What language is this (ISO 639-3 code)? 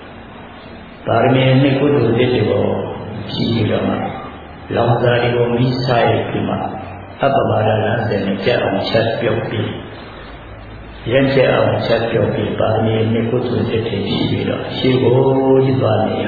mya